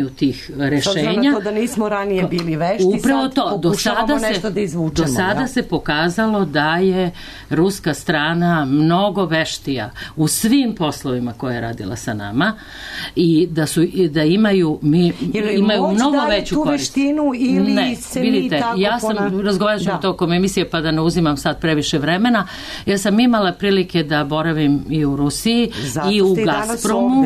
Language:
Serbian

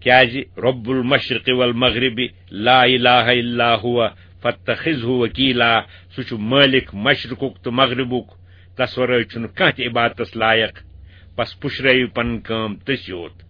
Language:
Kashmiri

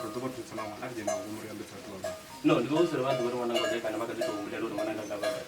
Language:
Venda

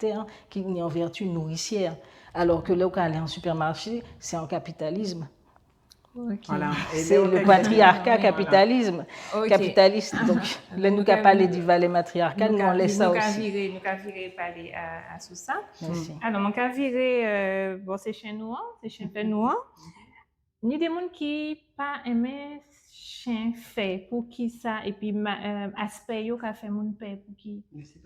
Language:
Guadeloupean Creole French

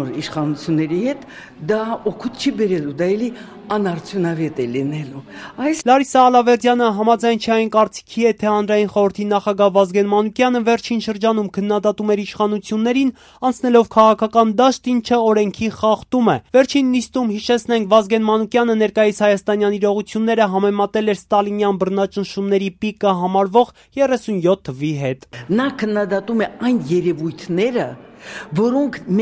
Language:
Armenian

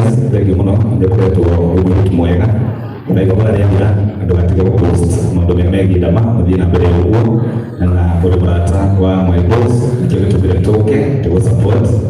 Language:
Kikuyu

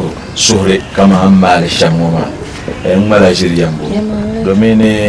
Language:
Dagbani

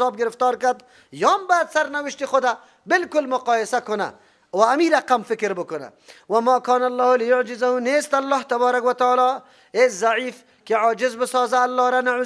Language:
Persian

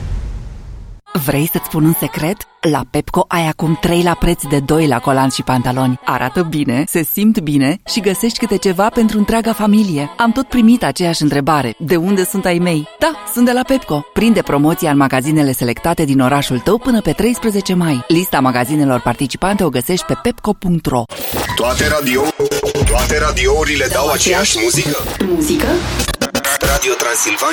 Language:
Romanian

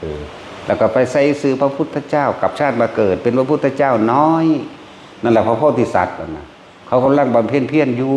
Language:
Northeastern Thai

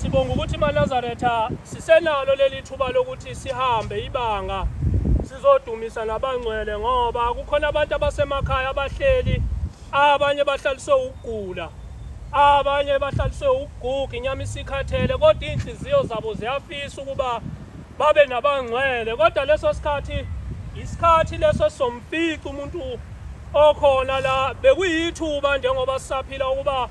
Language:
Zulu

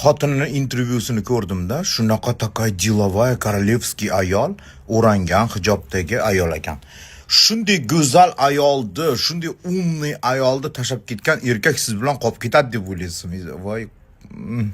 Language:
Uzbek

